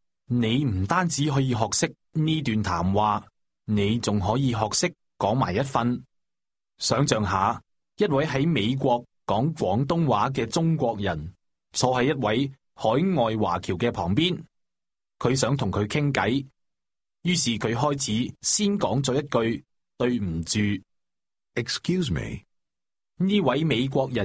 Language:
Cantonese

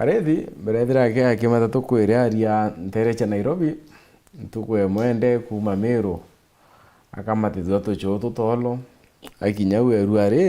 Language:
Meru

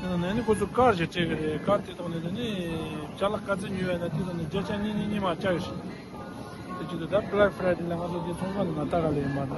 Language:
Tibetan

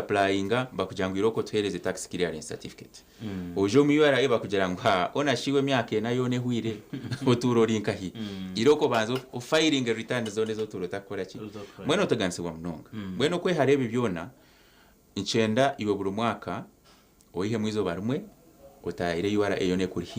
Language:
Nyankole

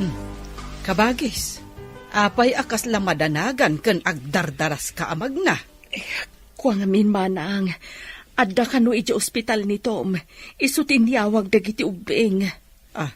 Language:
Iloko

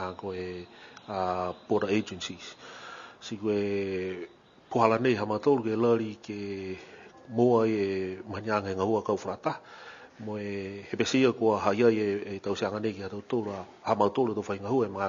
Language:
Niuean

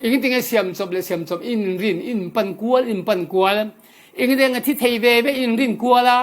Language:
Falam Chin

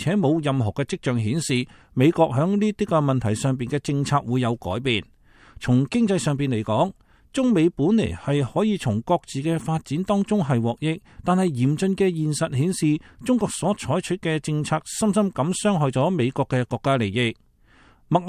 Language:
Cantonese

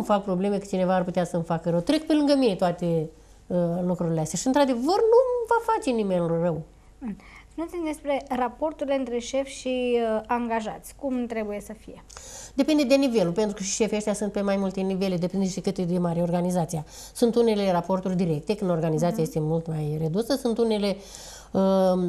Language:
Romanian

